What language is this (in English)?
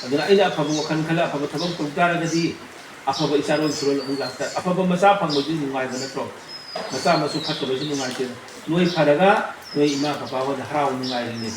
Manipuri